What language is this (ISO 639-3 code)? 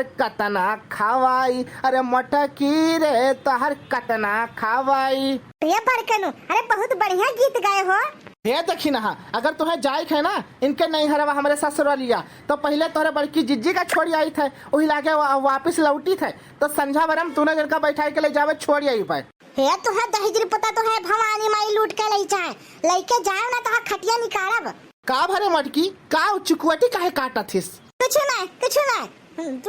awa